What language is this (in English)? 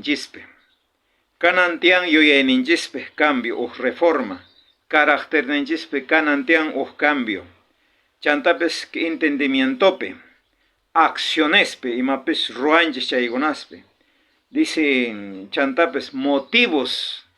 South Bolivian Quechua